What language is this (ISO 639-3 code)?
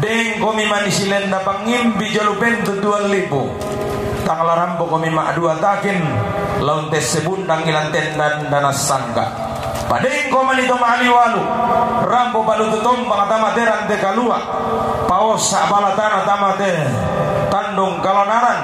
sda